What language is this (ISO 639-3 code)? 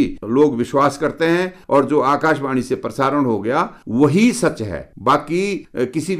hin